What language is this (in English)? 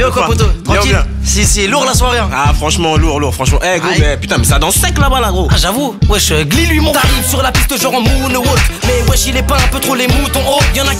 French